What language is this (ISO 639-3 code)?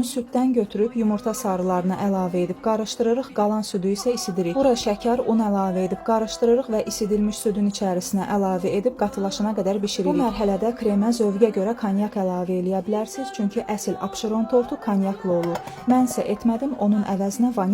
aze